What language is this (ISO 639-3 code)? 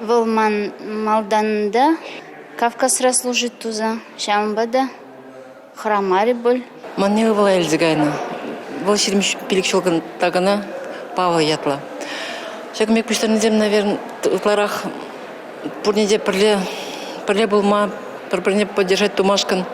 chv